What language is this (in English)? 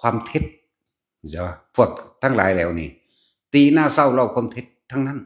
Northeastern Thai